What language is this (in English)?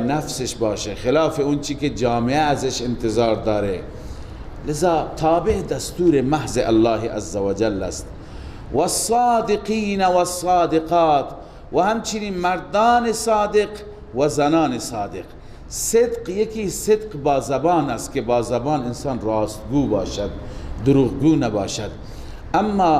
Persian